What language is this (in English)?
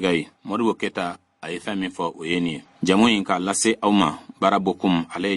Bambara